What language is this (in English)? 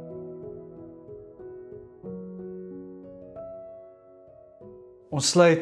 Afrikaans